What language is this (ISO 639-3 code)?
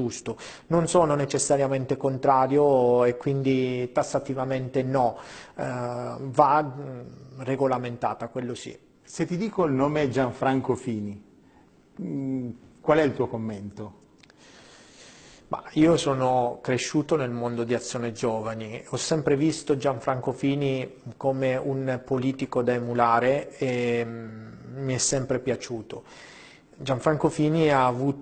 ita